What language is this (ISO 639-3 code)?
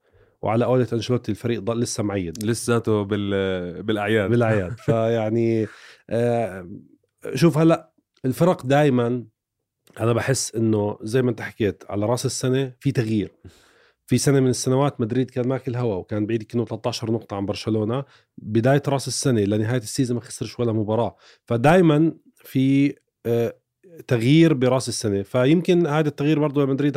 apc